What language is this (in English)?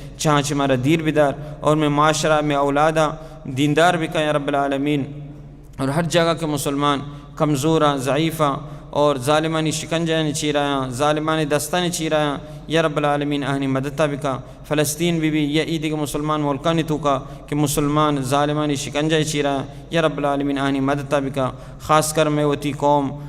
Baluchi